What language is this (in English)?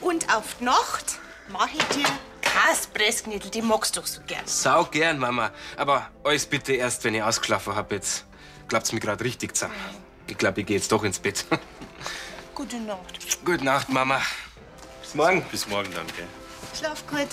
Bavarian